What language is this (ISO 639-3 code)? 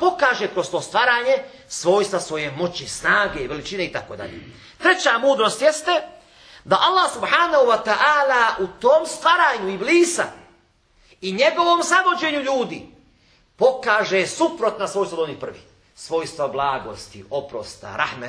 bos